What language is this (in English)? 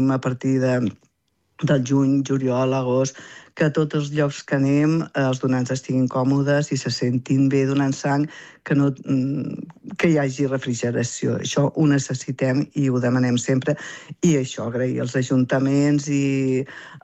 Catalan